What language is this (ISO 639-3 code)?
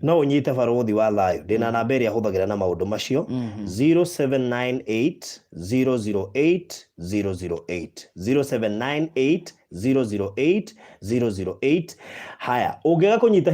kik